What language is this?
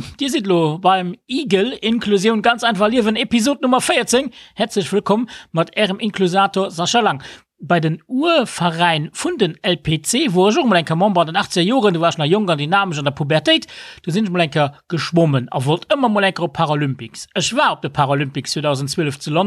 Luxembourgish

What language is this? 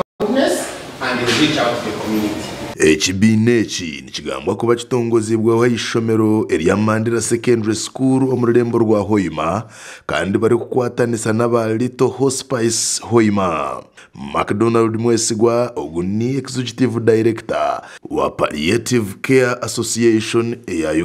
Nyankole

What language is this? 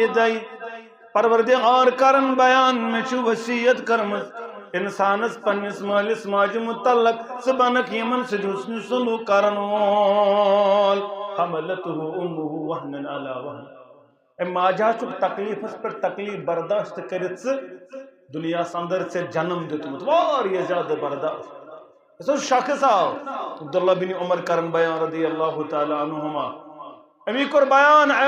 Kashmiri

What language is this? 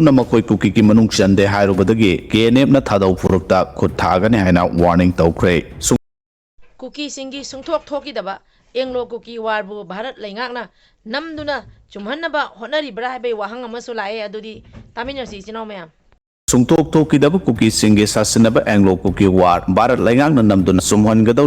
Manipuri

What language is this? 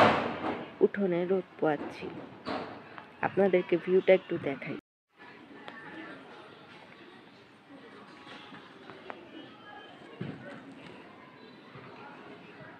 Bangla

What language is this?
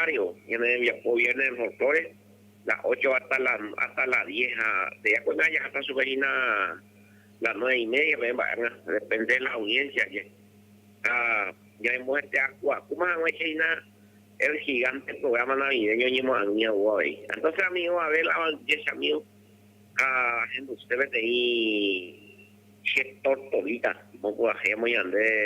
Guarani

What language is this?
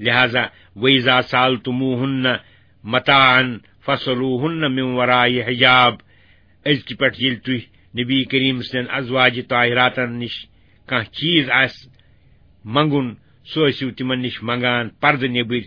Kashmiri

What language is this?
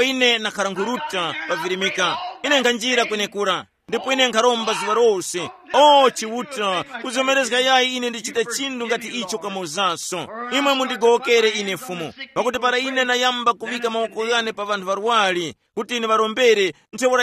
Tumbuka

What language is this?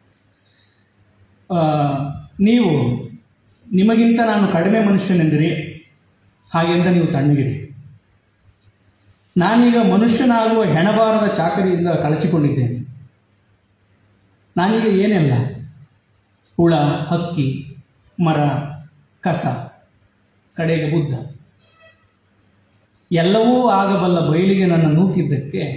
Kannada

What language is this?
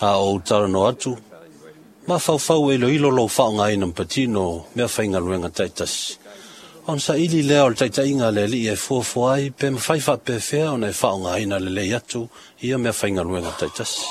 Samoan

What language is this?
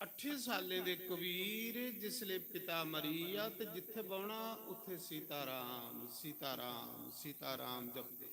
Dogri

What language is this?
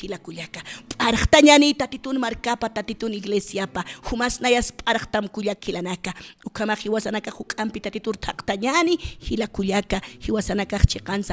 Aymara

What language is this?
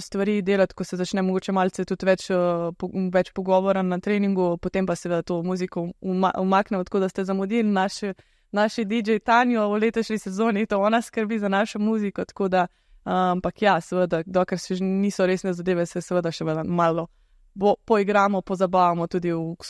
Slovenian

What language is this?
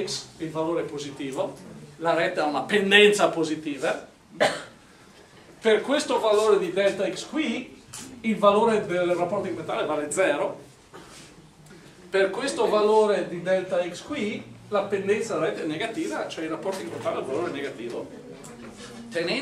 Italian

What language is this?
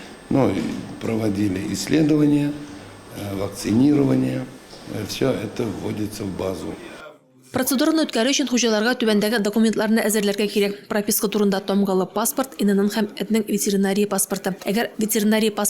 Tatar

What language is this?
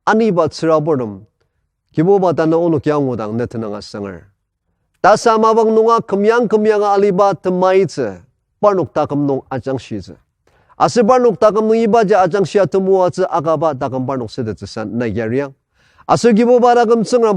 Ao Naga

